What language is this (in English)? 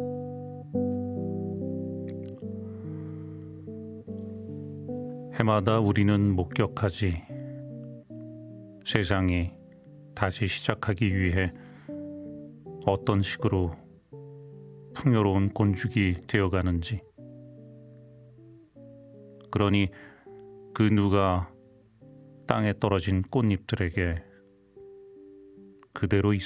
Korean